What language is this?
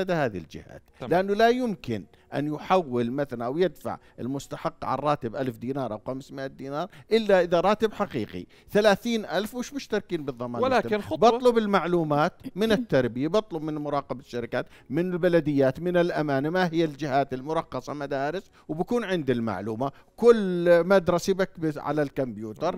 South Levantine Arabic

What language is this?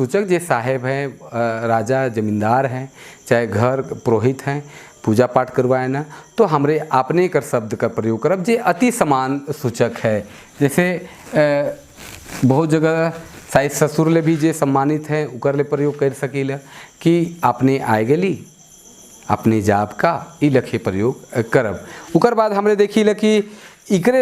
Sadri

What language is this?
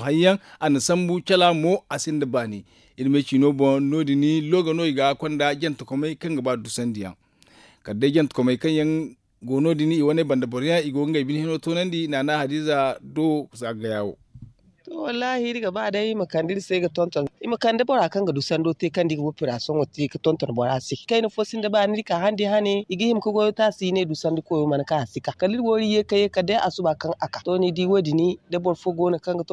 Zarma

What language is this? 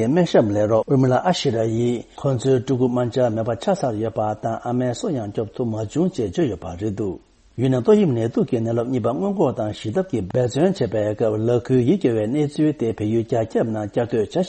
Tibetan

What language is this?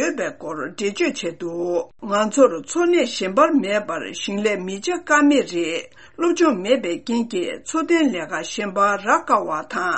Tibetan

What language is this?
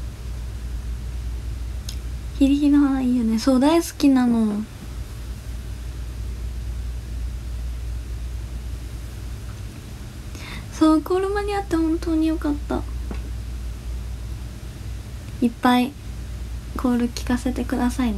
Japanese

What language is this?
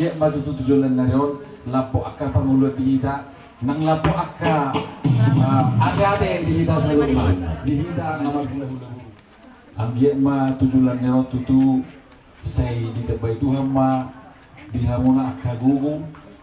Batak Toba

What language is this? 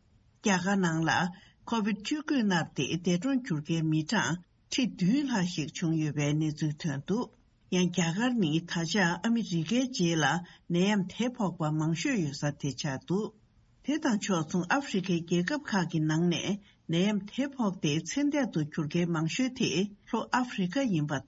Tibetan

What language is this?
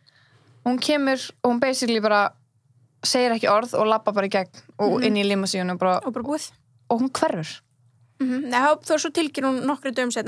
Icelandic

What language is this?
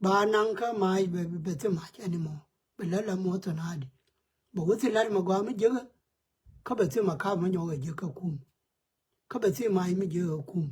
Nuer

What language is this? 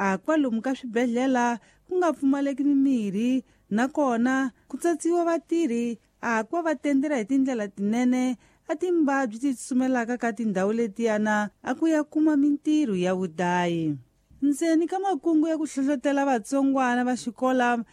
Tsonga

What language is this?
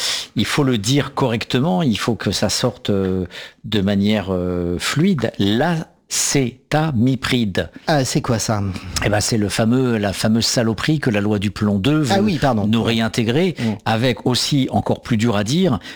French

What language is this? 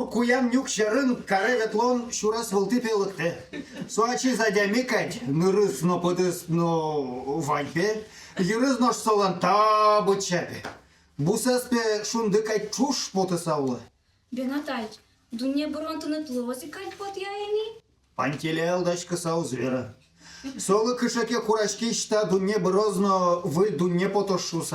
Udmurt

